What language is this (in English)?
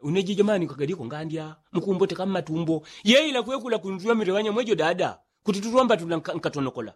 Yao